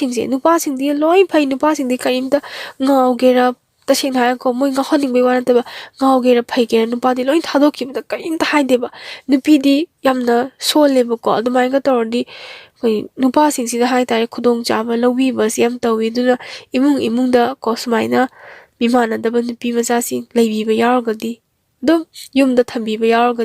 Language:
Manipuri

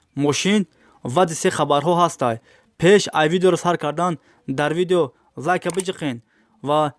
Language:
Tajik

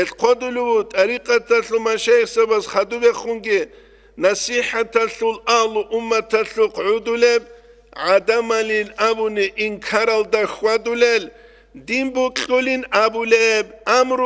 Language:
Avaric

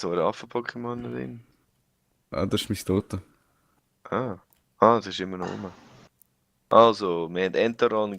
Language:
Swiss German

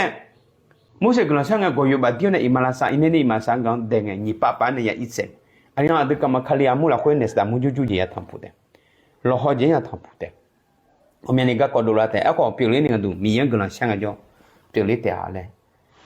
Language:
Akha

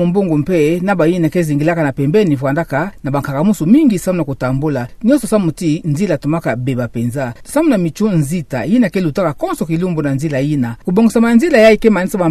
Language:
Kituba (Democratic Republic of Congo)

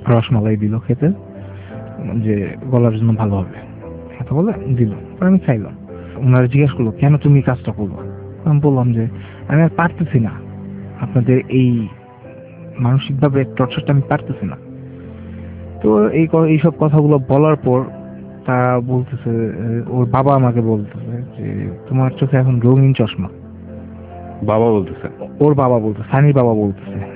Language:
Bangla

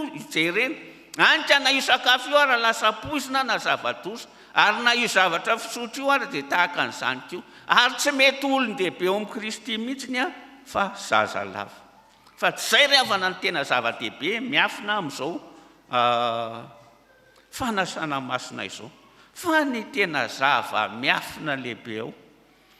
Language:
Malagasy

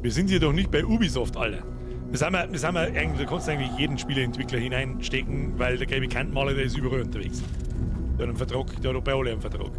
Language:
Bavarian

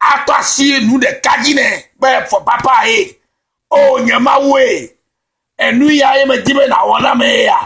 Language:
Ewe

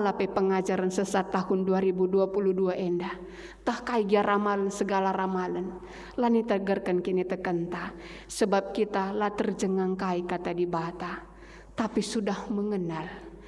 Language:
Batak Karo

